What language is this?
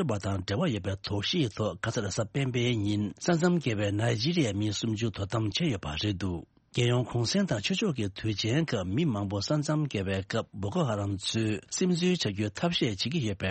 Tibetan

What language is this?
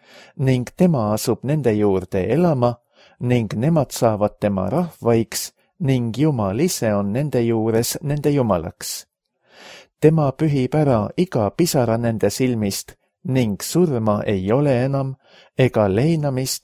Estonian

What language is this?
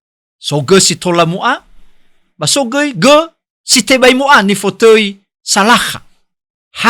Nias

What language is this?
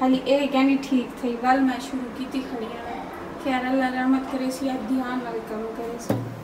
Saraiki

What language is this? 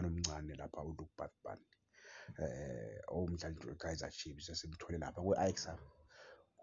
Zulu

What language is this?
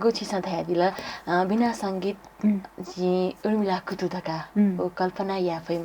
Newari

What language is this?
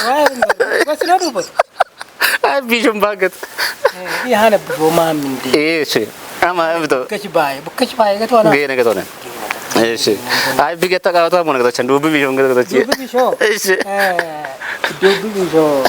Kafa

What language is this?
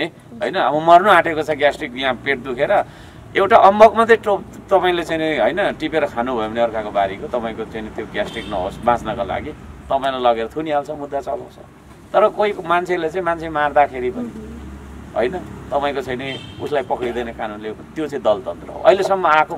Nepali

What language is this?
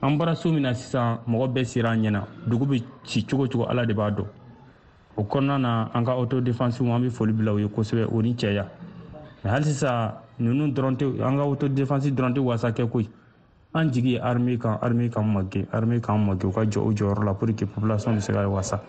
Bambara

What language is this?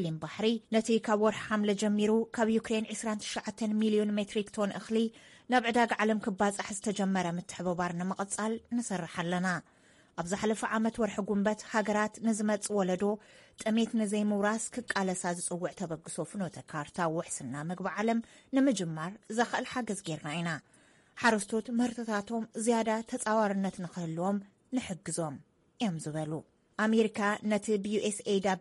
Tigrinya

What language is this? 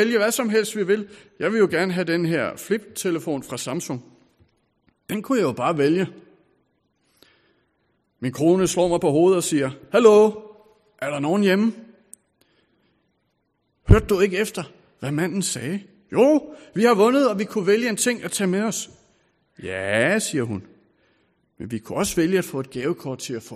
Danish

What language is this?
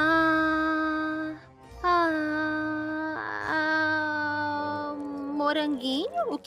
Portuguese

